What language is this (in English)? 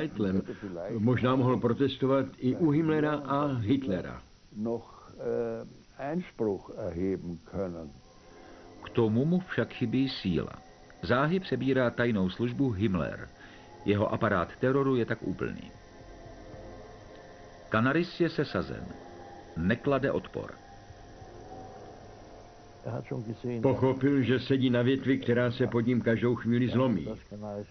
Czech